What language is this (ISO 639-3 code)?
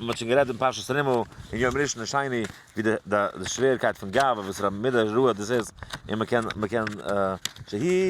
yid